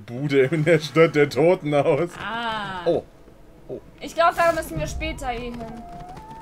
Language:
German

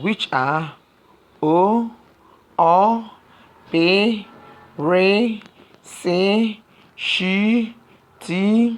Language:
Igbo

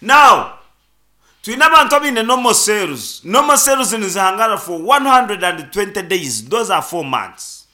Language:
Nyankole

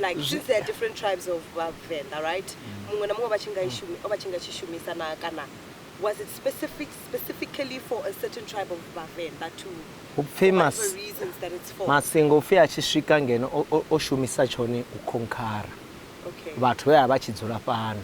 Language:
Venda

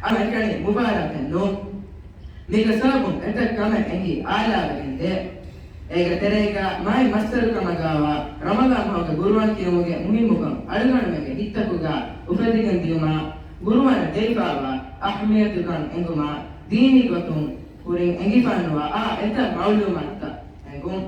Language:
Divehi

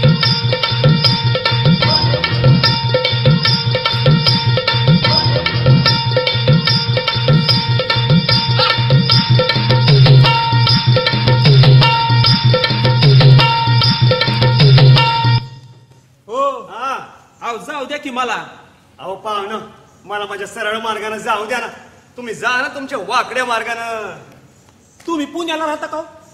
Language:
Marathi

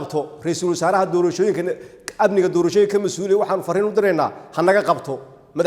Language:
Somali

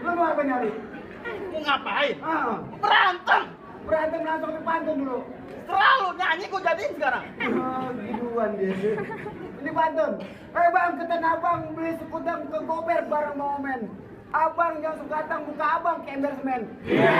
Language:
Betawi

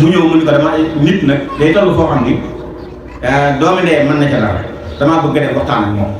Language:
Wolof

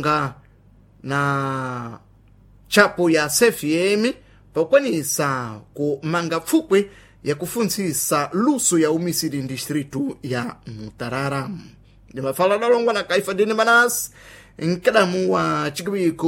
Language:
Sena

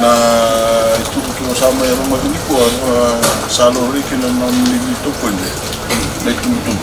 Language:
Fijian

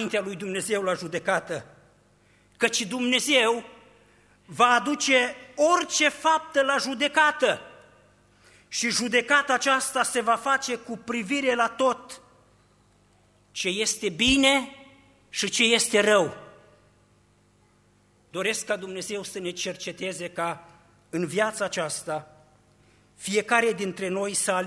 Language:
Romanian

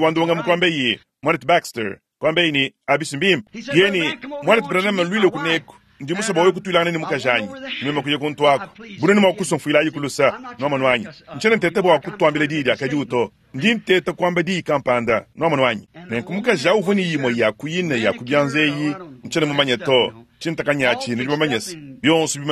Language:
Luba-Lulua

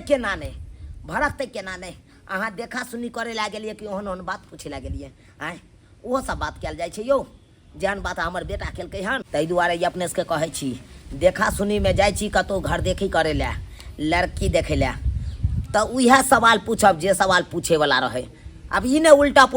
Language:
Maithili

